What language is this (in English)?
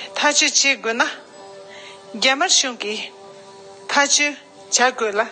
Tibetan